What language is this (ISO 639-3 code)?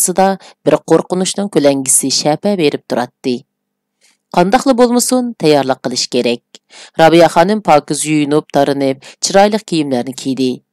uig